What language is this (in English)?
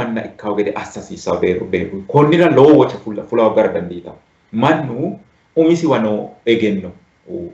Sidamo